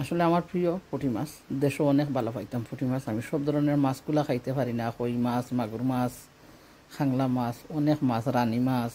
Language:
Sylheti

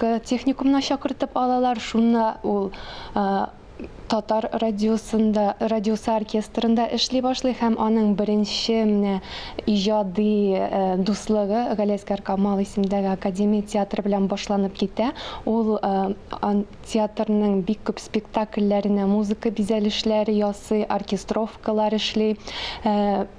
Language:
Tatar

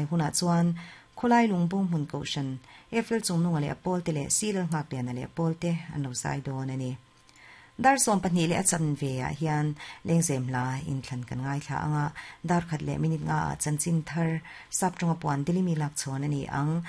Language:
Mizo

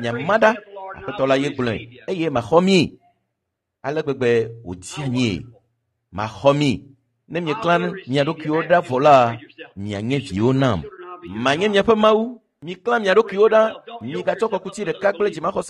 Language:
Ewe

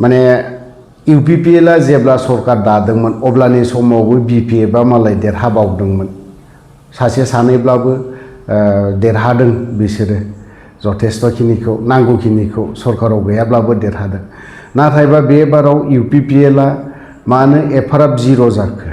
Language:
Bodo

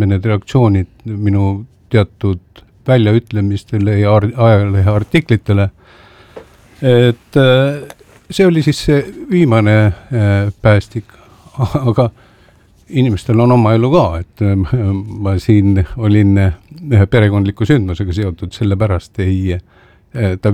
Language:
Estonian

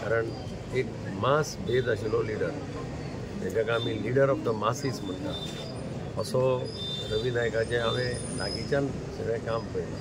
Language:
Konkani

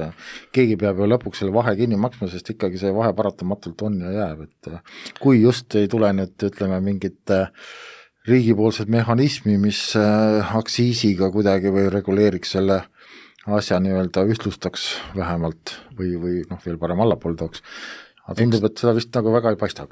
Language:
Estonian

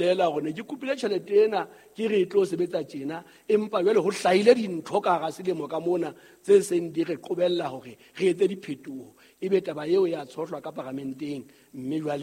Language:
Southern Sotho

